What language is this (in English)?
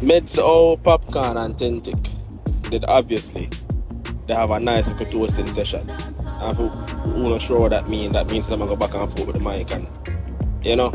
Jamaican Creole English